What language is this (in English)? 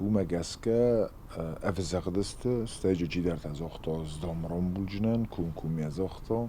Ossetic